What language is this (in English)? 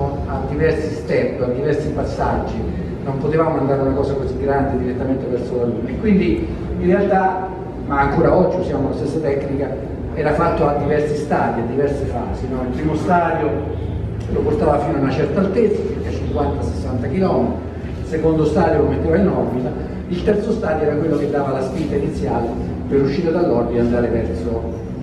Italian